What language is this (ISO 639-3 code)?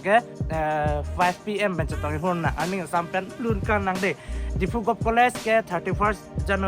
mjw